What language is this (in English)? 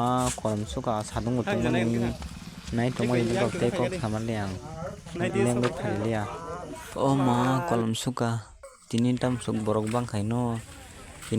Kok Borok